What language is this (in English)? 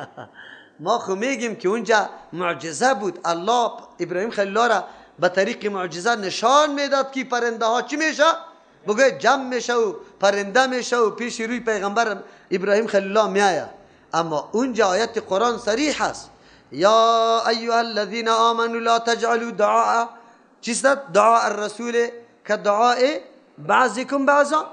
Persian